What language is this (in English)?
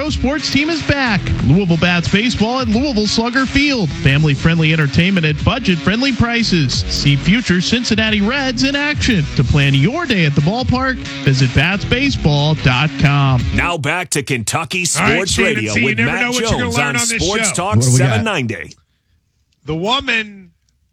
English